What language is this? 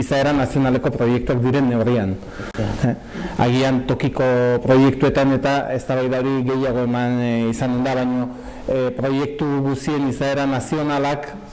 Basque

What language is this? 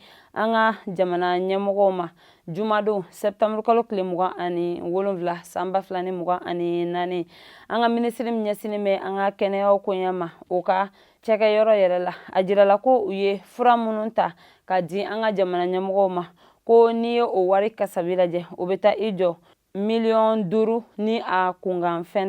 Bambara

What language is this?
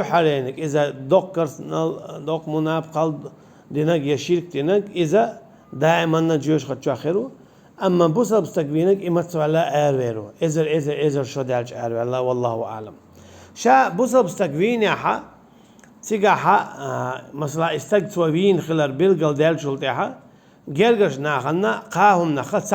Chechen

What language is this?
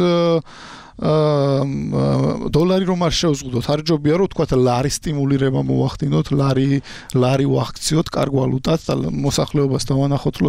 Georgian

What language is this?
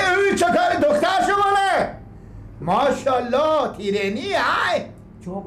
Persian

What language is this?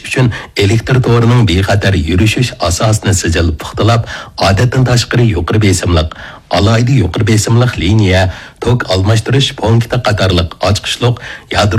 Uyghur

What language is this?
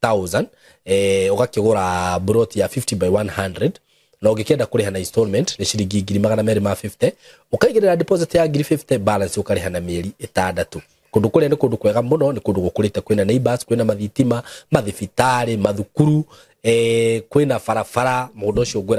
Kikuyu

